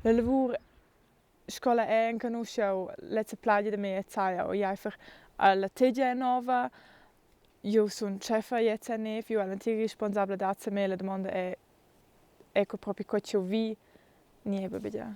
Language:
Romansh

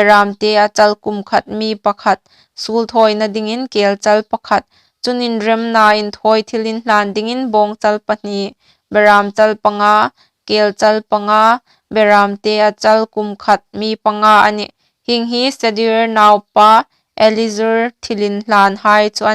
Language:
Hmar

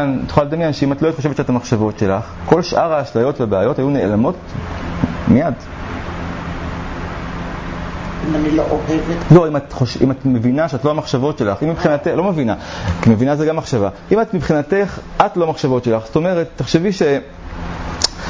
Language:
Hebrew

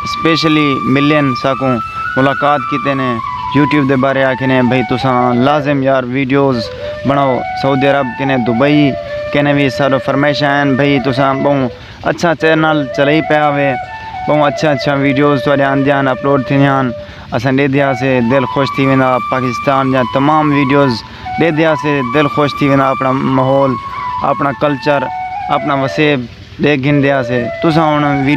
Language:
Saraiki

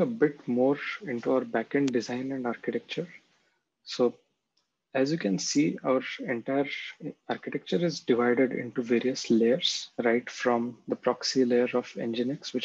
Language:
English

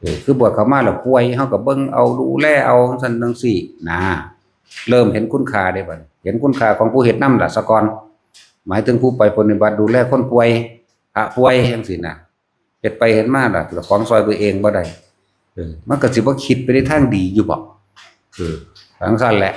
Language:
Northeastern Thai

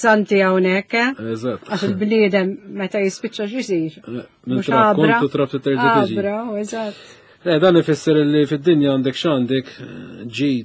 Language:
Maltese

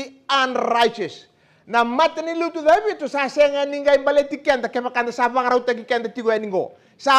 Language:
Fijian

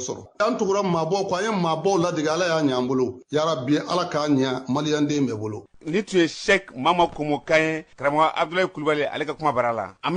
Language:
Bambara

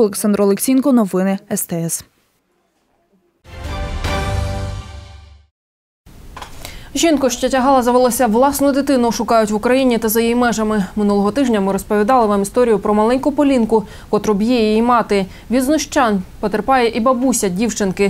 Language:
Ukrainian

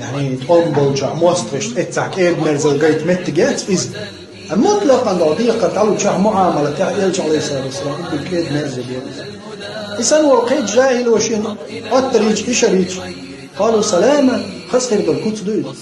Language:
Chechen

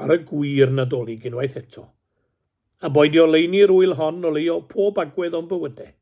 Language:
Welsh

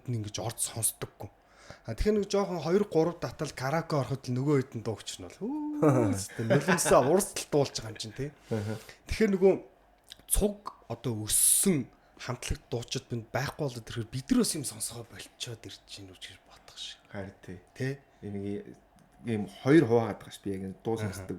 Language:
Mongolian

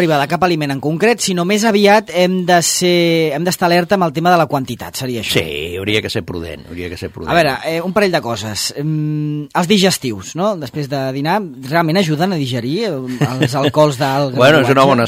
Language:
Catalan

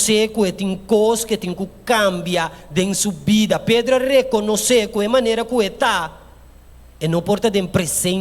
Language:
Papiamento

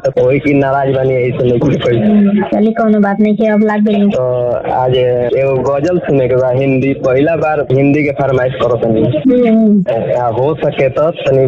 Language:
Bhojpuri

